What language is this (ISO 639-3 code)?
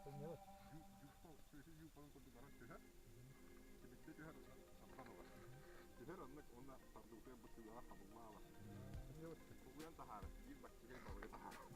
sah